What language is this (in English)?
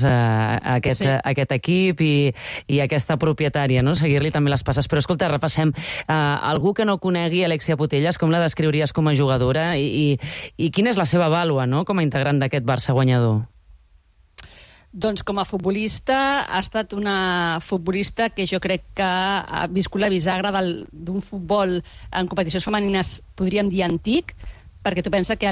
Catalan